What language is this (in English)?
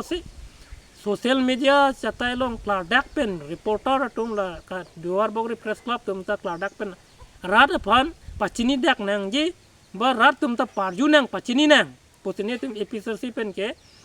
Karbi